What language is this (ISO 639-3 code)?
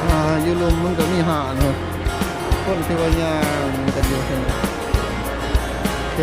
lao